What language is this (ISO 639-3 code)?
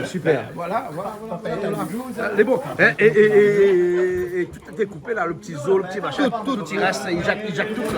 rcf